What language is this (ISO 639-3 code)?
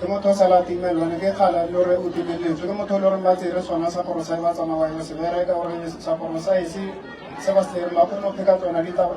nso